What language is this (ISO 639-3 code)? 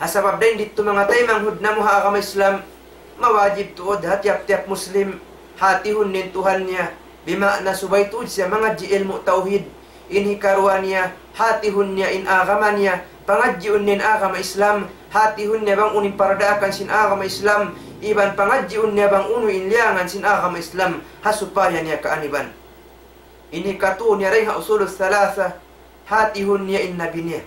tsg